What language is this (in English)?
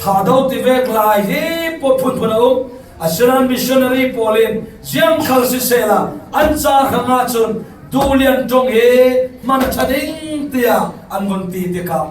Falam Chin